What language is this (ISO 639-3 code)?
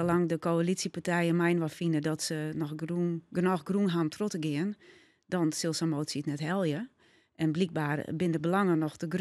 fry